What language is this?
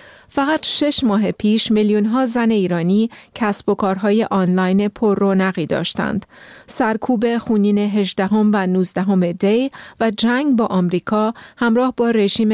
Persian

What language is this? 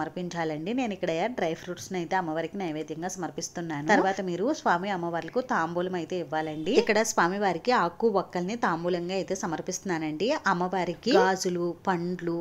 Telugu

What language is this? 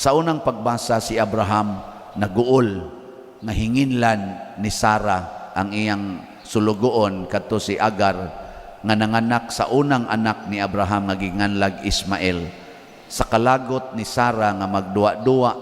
Cebuano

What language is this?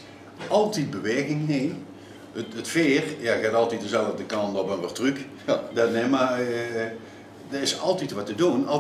Limburgish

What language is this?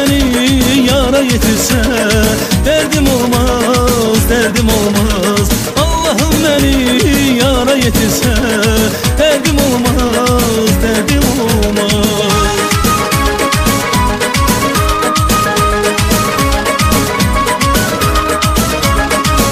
Turkish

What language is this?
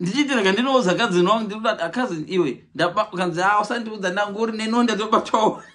Shona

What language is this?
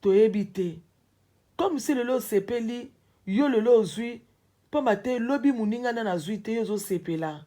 Lingala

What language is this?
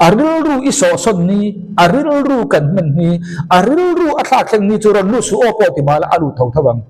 Mizo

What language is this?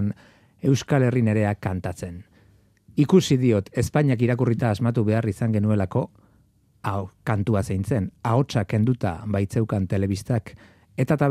Basque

